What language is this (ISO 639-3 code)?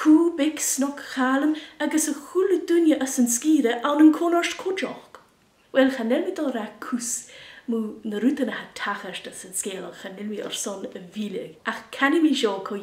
gla